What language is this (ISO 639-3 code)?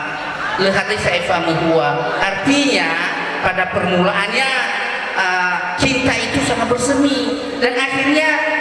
nia